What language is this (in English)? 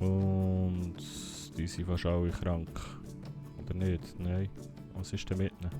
Swiss German